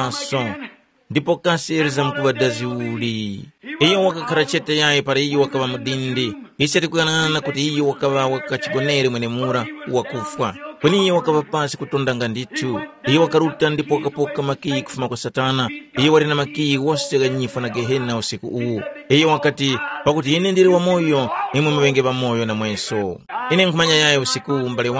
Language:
Tumbuka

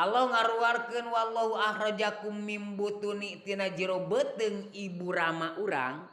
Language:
Sundanese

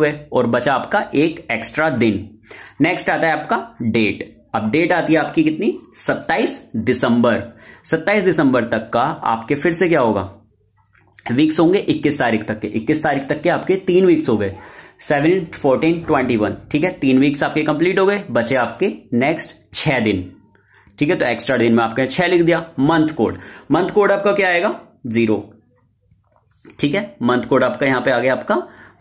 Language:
Hindi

